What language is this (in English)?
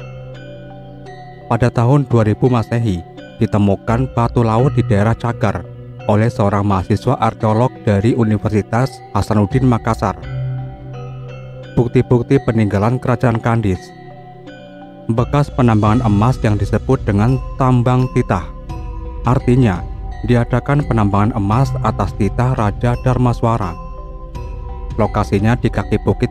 Indonesian